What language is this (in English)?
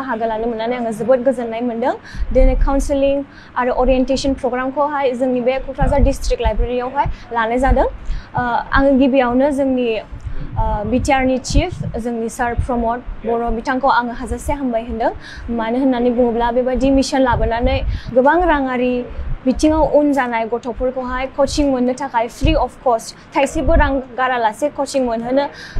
Bodo